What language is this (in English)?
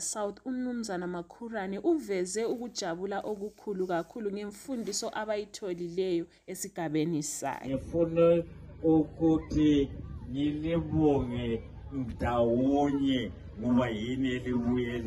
North Ndebele